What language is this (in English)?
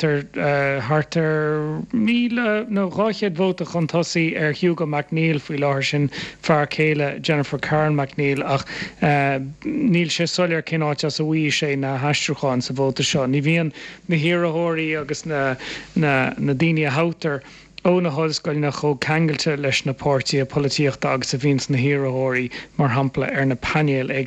Irish